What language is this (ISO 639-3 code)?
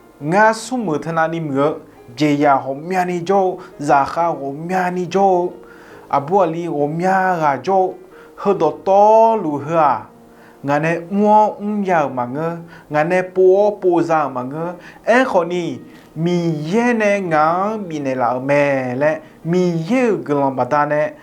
ahk